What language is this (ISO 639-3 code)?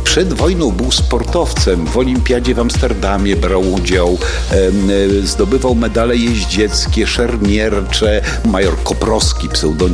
pol